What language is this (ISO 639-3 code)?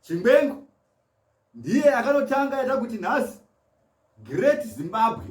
sna